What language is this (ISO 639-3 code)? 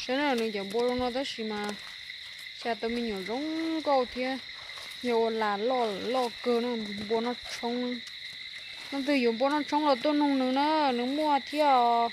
hmn